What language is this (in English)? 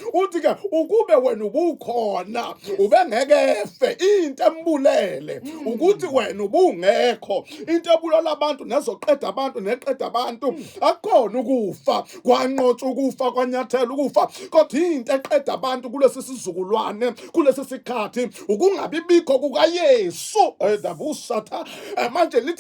Zulu